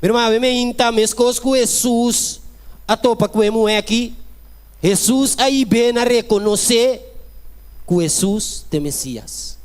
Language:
Papiamento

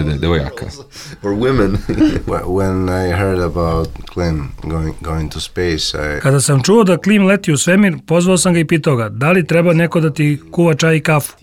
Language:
Serbian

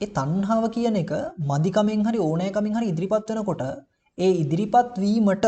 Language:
Sinhala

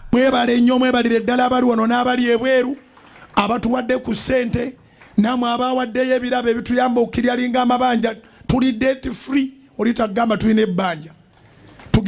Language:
Ganda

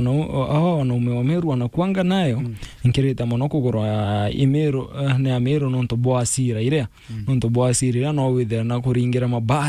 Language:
Meru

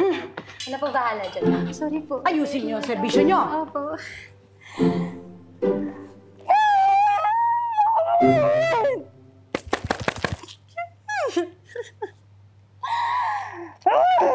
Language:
Filipino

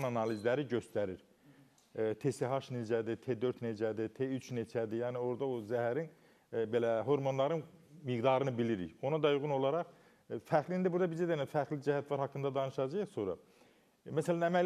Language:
Azerbaijani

